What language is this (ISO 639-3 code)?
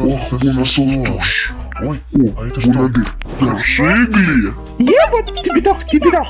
crh